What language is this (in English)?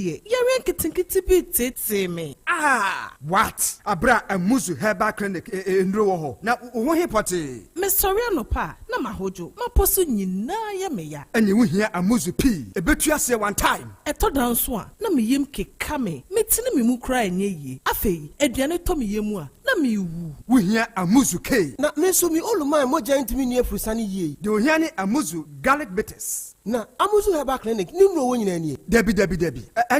Akan